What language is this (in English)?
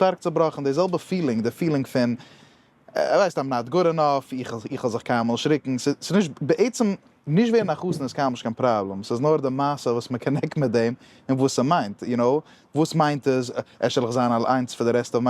Yiddish